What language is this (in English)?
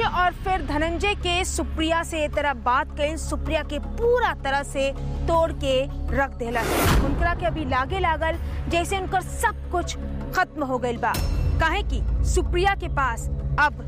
Bhojpuri